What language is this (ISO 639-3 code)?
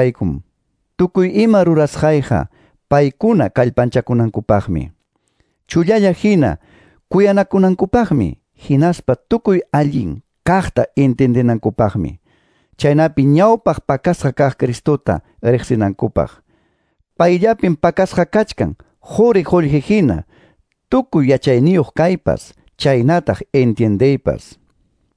que